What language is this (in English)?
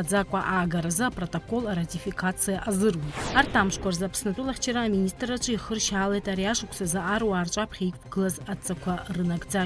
Abkhazian